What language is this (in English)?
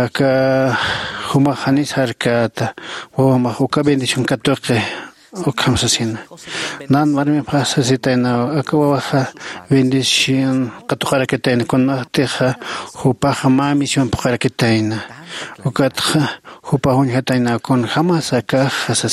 Aymara